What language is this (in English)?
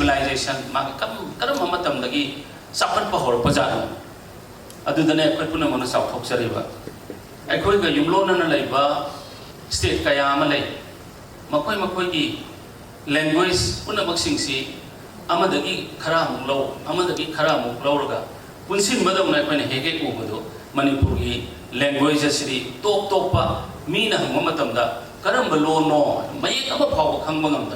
Manipuri